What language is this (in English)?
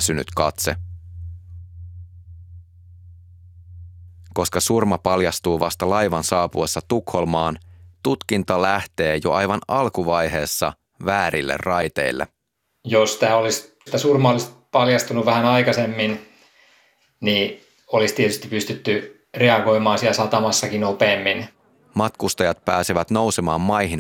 Finnish